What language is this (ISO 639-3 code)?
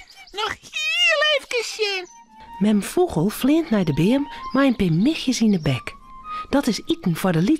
fry